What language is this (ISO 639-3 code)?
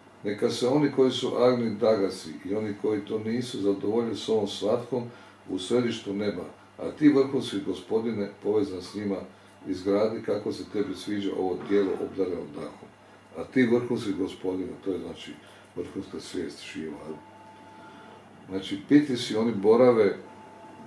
hrv